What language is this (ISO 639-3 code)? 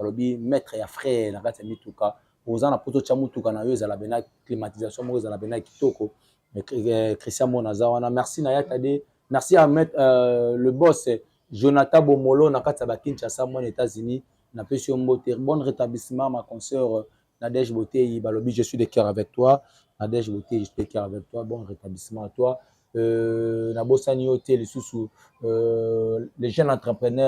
lin